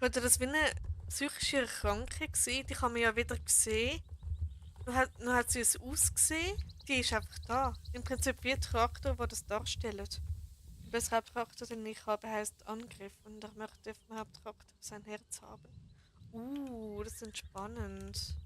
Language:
Swiss German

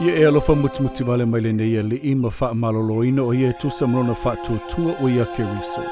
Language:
Samoan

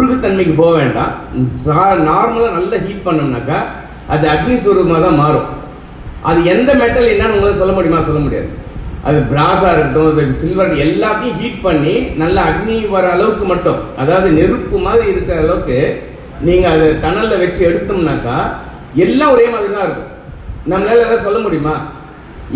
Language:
Tamil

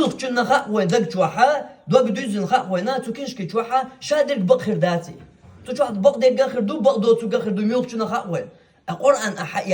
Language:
Chechen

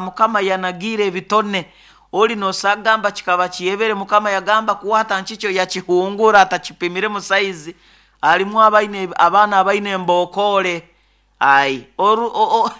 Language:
Nyoro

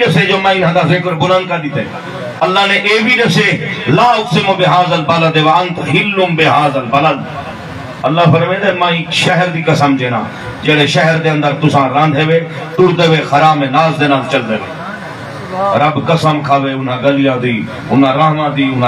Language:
Saraiki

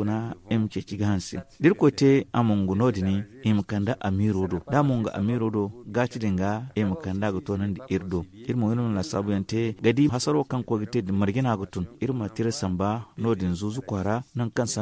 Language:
Zarma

